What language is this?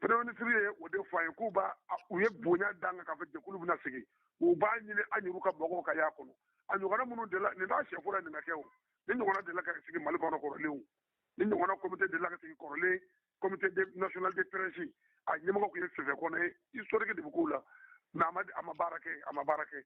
Bambara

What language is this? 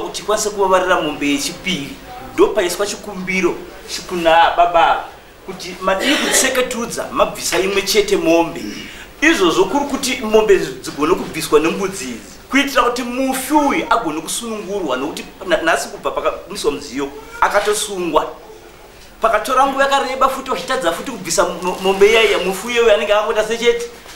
Shona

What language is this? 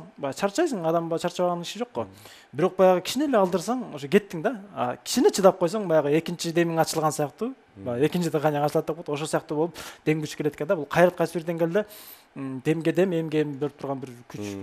Kyrgyz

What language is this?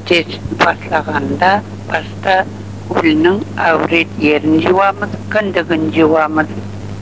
Crimean Tatar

